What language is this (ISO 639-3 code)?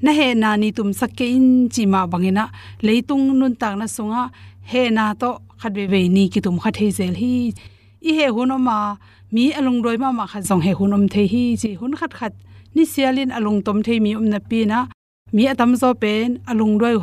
ctd